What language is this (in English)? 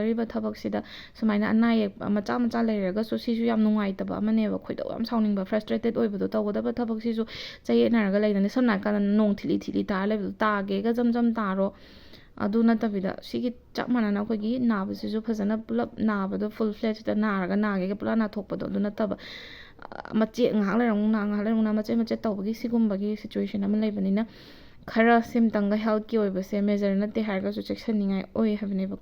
Manipuri